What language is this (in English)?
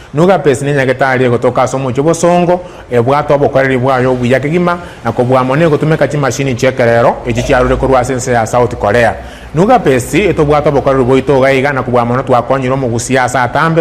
Gusii